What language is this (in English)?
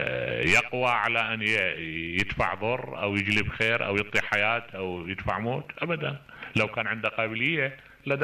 Mesopotamian Arabic